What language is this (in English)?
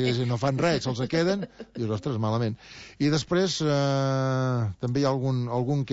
Catalan